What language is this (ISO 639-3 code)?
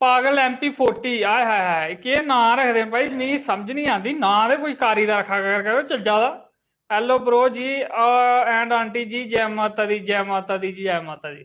doi